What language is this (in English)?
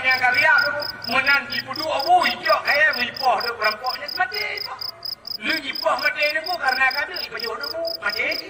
Achinese